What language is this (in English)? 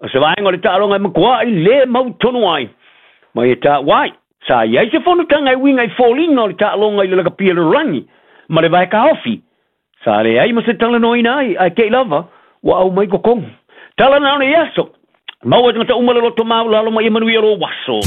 Samoan